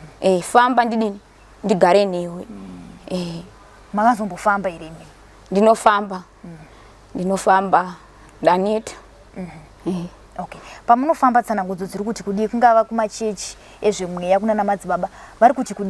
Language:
Shona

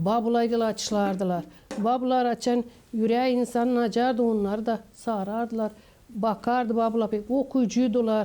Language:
Gagauz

